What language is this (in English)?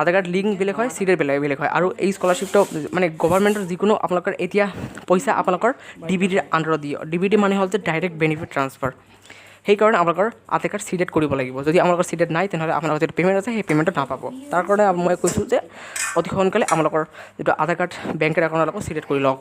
Assamese